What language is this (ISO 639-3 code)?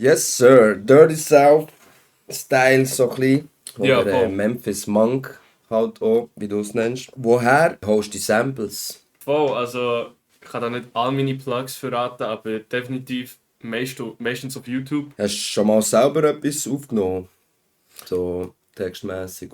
gsw